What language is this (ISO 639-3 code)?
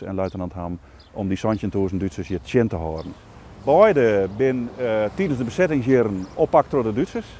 fry